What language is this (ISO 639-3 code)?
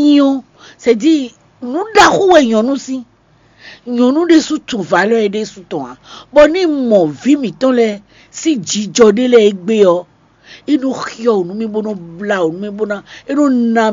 fon